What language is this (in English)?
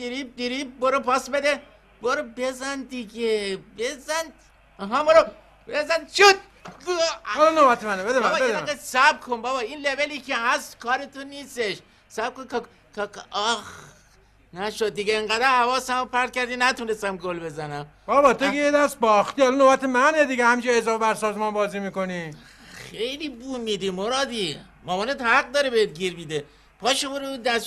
Persian